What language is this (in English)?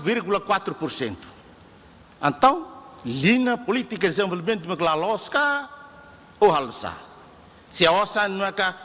Tetum